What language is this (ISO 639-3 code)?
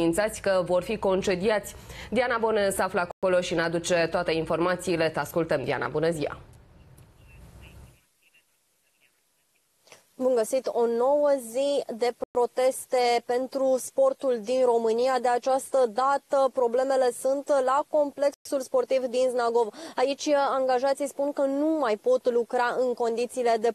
ron